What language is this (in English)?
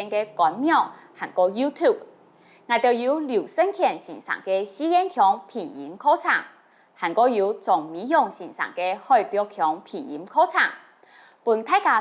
Hakka Chinese